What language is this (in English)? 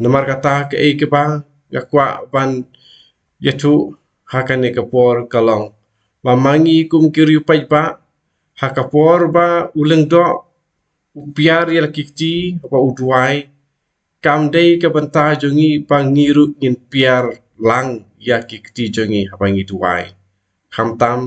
Khasi